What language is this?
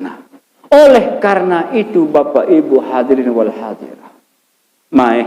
Sasak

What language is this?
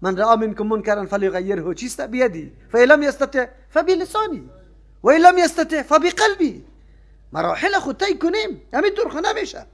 Persian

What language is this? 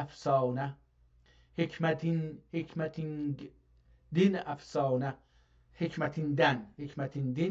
South Azerbaijani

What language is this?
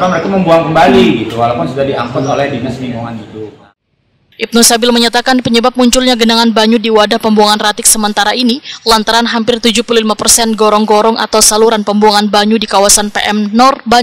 Banjar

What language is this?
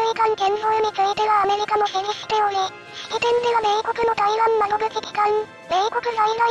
Japanese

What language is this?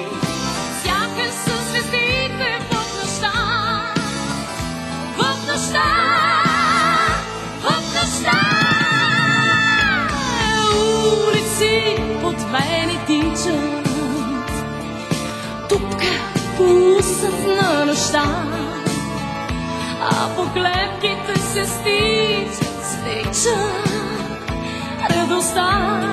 Bulgarian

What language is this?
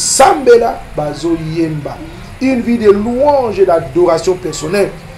Lingala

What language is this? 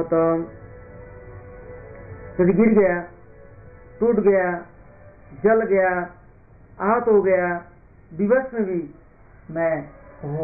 Hindi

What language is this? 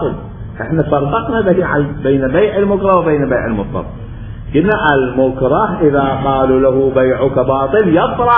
Mesopotamian Arabic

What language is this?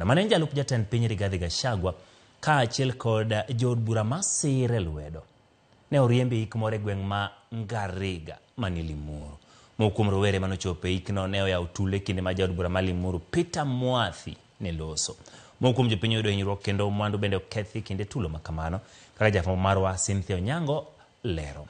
Luo (Kenya and Tanzania)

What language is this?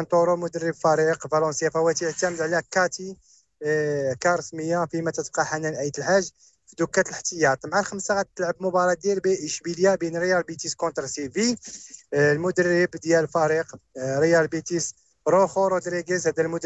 Moroccan Arabic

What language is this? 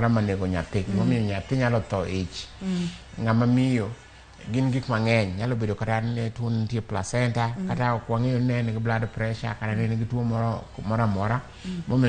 Luo (Kenya and Tanzania)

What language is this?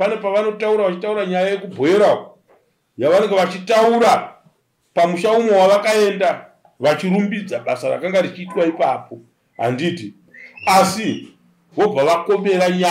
Shona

